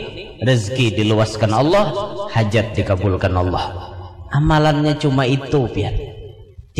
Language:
Banjar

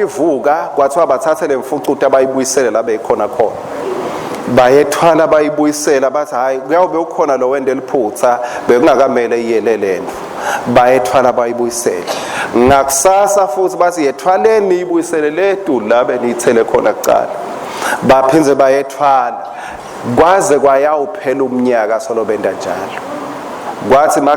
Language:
Swati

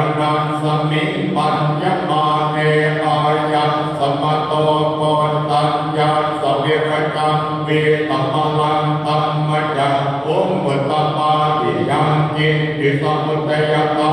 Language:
Pali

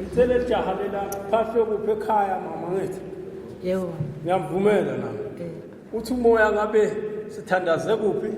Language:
Zulu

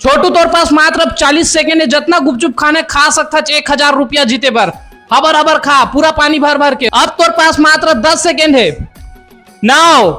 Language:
Chhattisgarhi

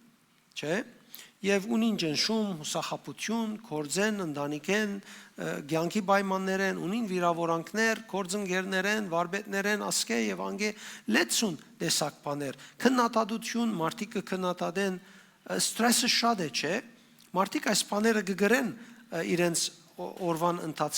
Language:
Western Armenian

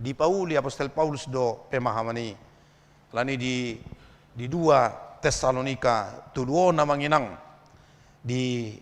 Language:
Batak Toba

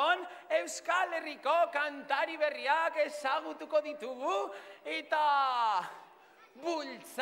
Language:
Basque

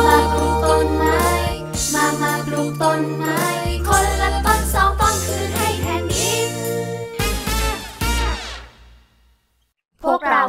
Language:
Thai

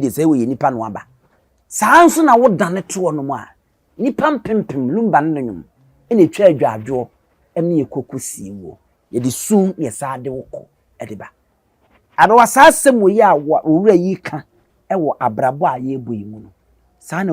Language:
Akan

